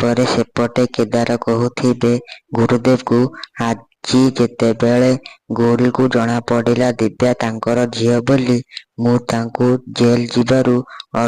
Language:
Odia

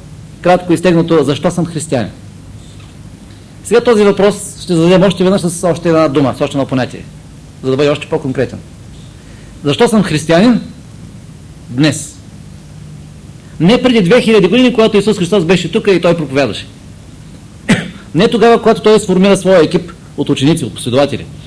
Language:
Bulgarian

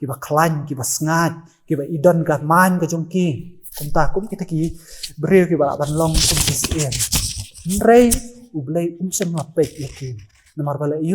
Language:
Khasi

